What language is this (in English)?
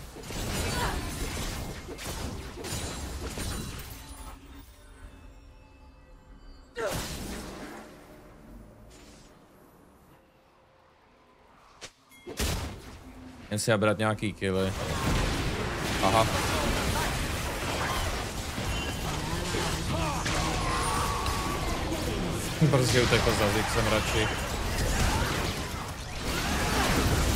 Czech